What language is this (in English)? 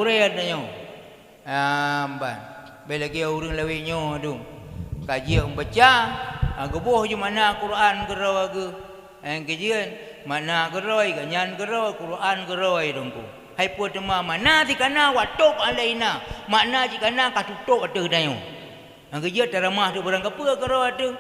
Achinese